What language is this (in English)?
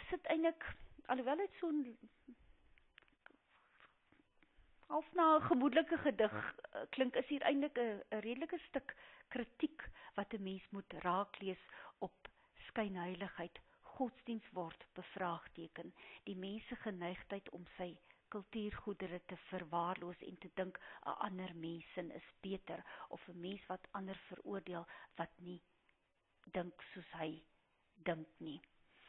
Afrikaans